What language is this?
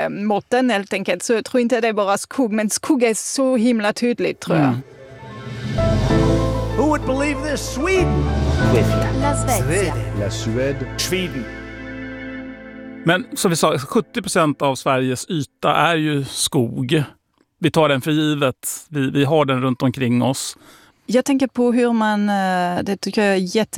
Swedish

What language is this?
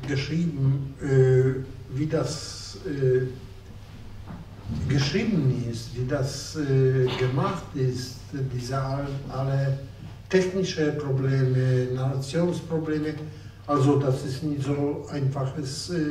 German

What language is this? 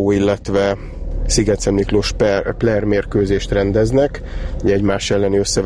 Hungarian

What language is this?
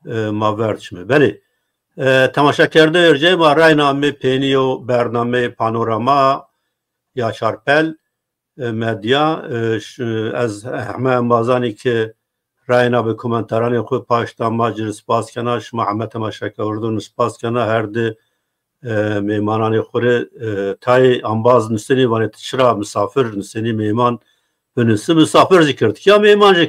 Zaza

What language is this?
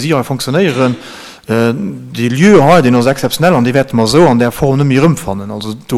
Luxembourgish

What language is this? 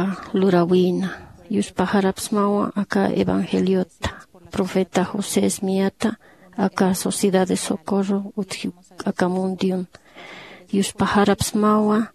Aymara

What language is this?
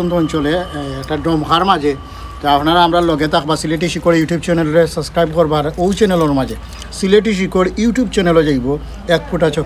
Sylheti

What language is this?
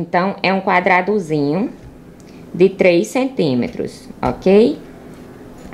Portuguese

